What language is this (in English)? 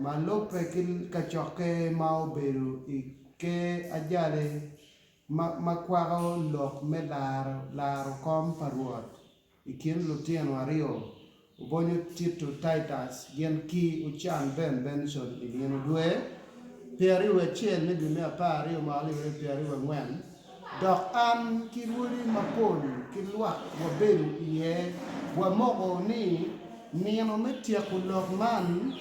Acoli